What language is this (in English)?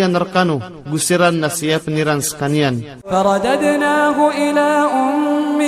Maranao